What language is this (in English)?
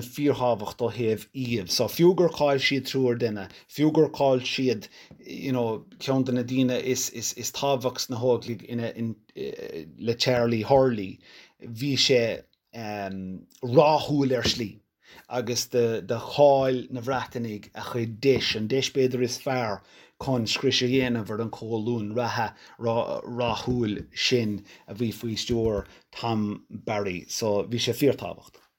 Irish